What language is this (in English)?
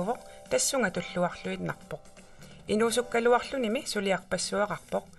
Kalaallisut